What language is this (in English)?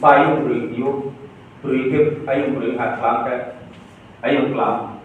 Riang (India)